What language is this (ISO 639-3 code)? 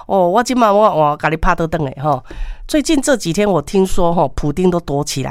nan